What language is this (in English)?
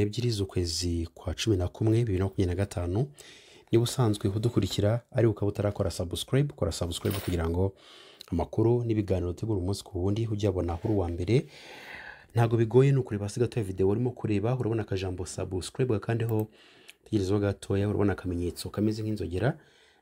Kinyarwanda